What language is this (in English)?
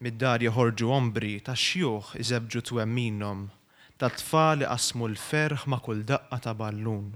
Maltese